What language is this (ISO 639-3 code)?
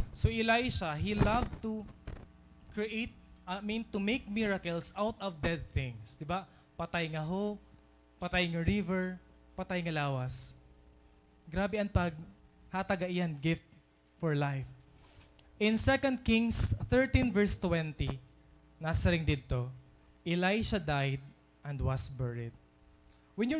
war